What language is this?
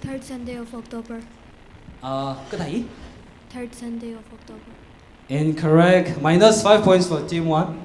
Tangkhul Naga (India)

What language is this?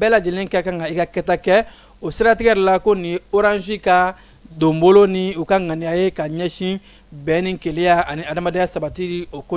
Bambara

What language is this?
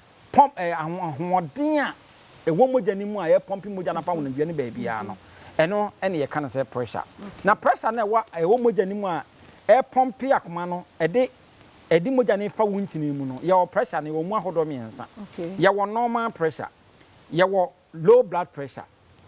Akan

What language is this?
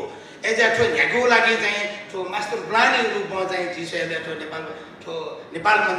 Newari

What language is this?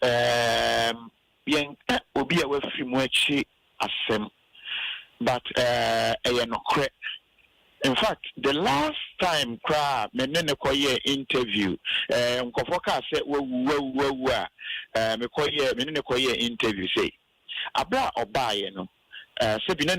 Akan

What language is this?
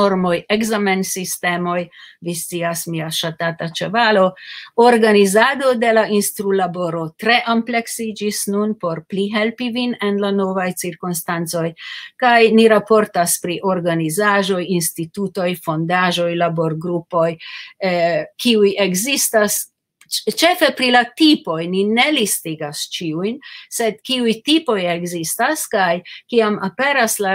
Esperanto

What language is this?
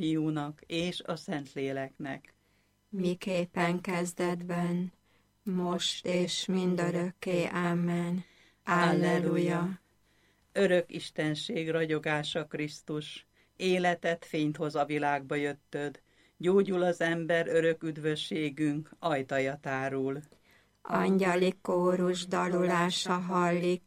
Hungarian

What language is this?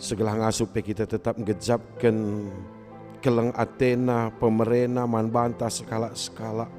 Batak Karo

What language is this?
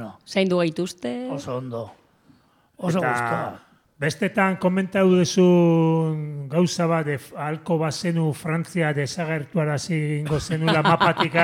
Basque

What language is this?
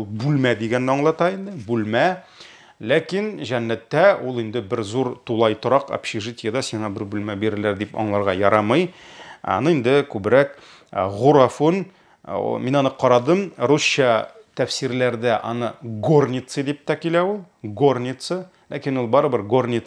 Tatar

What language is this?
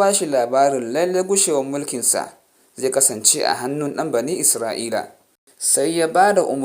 Hausa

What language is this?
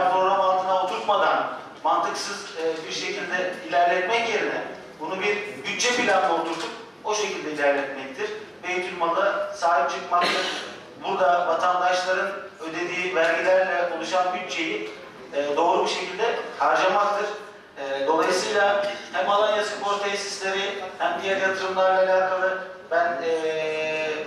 Turkish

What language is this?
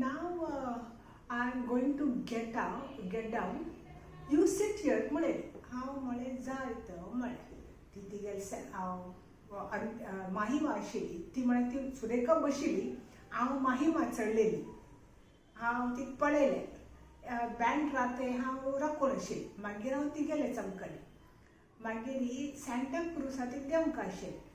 Konkani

